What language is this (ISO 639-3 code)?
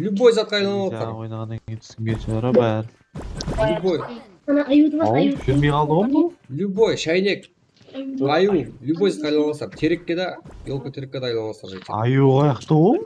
kaa